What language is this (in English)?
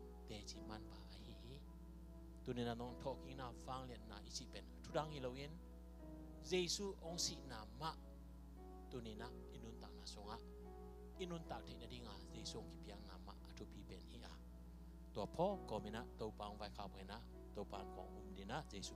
Tedim Chin